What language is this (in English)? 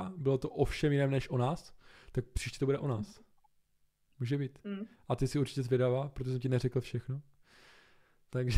Czech